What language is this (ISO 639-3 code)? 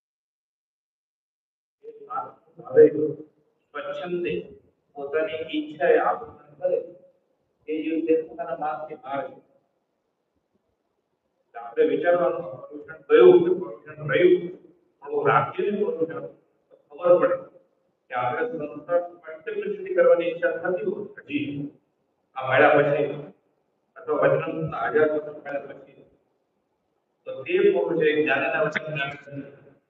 guj